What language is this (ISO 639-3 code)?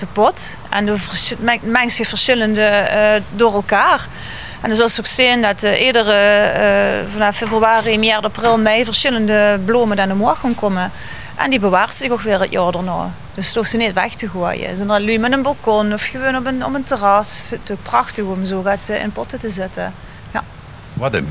lim